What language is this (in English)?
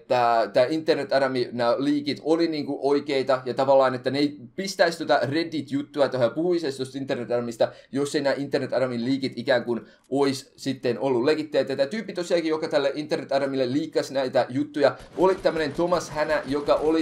Finnish